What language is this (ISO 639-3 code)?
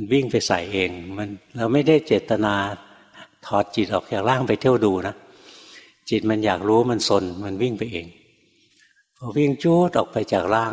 tha